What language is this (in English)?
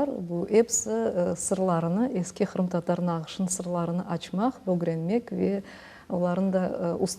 Crimean Tatar